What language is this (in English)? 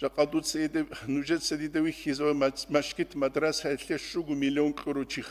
Avaric